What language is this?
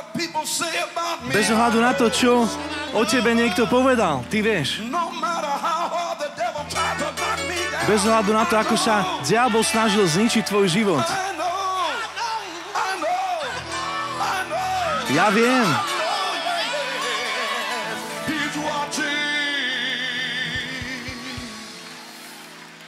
Slovak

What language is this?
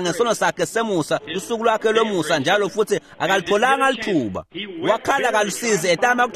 Swati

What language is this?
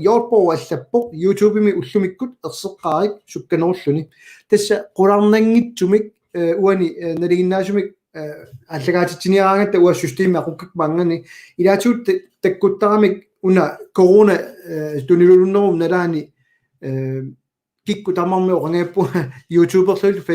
Kalaallisut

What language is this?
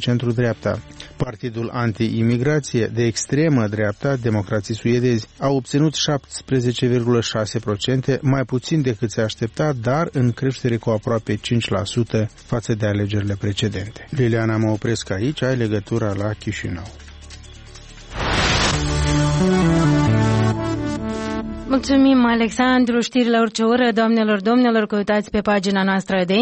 Romanian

